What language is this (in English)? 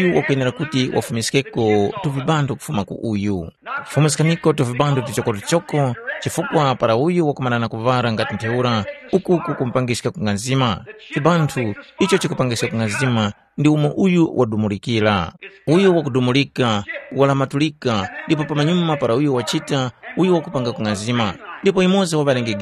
Tumbuka